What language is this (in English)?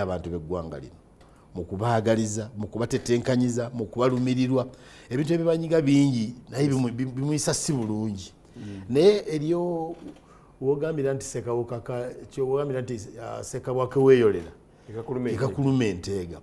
Ganda